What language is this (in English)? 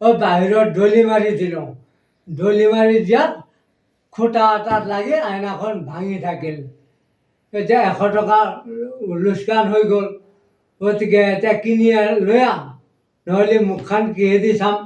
Assamese